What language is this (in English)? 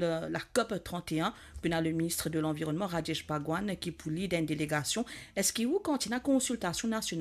Morisyen